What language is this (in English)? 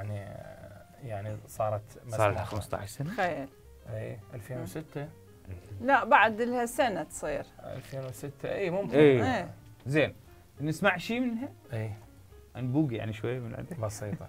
Mesopotamian Arabic